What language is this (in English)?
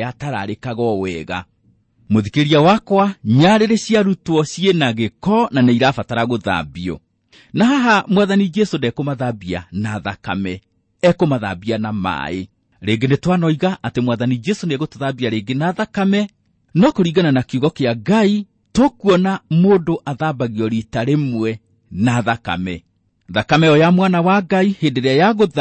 Kikuyu